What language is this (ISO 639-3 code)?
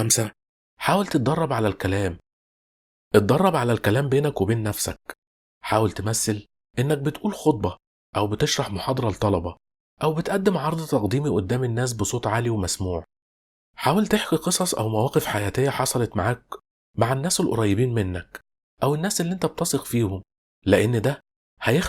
arz